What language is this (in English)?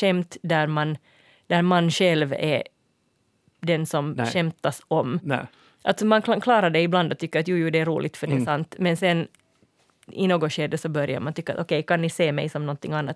Swedish